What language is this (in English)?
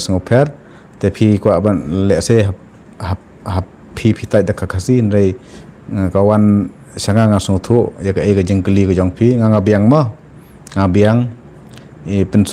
Khasi